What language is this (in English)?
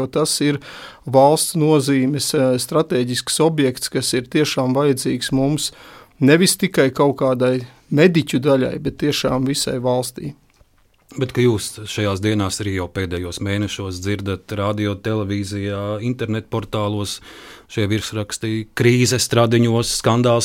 Latvian